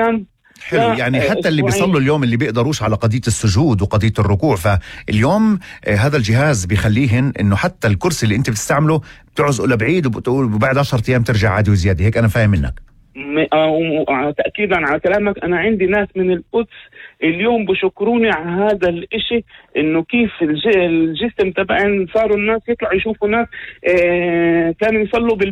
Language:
North Levantine Arabic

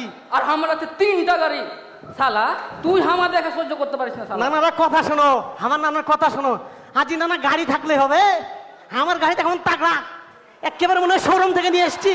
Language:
Bangla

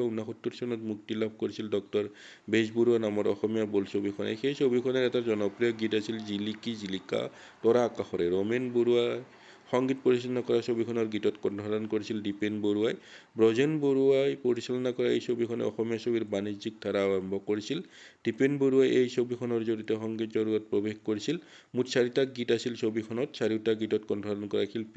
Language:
Assamese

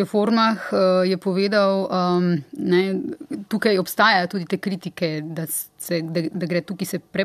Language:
Slovenian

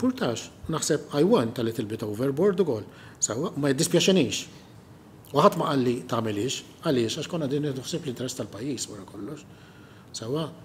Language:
Maltese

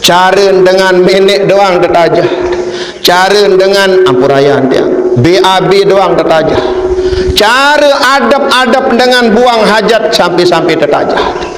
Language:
Sasak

